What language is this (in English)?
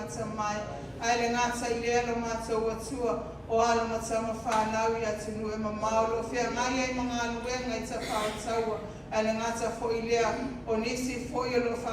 Samoan